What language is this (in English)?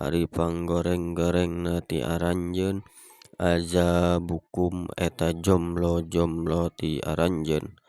Sundanese